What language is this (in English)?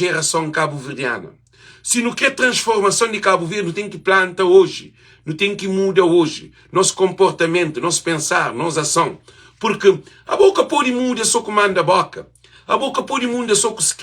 Kabuverdianu